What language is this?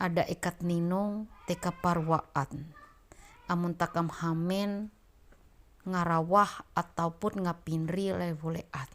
Ma'anyan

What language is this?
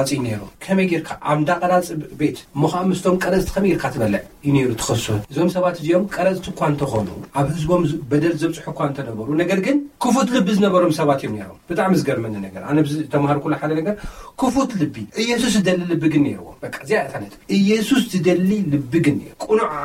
Tigrinya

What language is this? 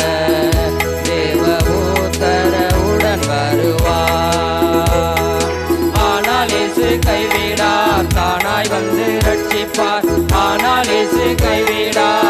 Tamil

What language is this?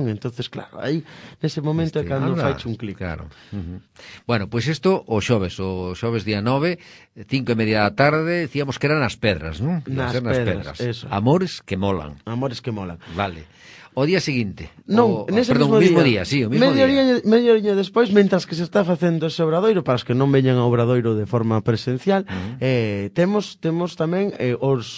Galician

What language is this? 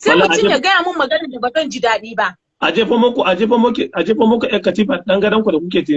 Hausa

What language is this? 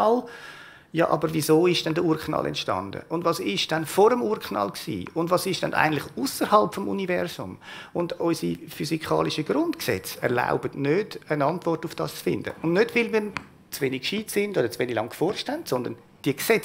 Swiss German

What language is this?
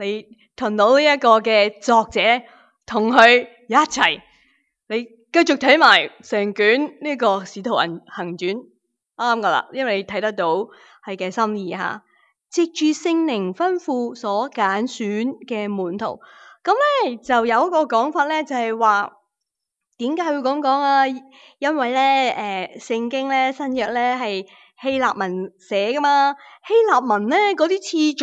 Cantonese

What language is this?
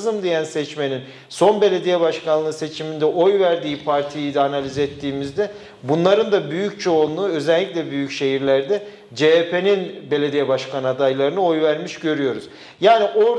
Turkish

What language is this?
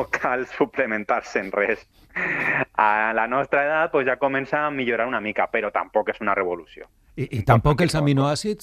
Catalan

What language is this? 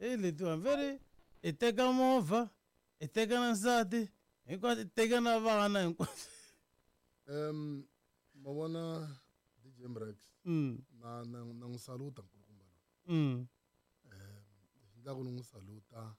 Tsonga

